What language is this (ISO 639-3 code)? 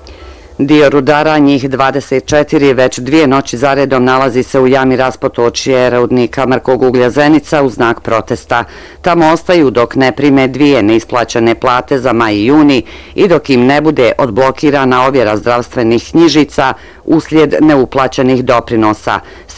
bos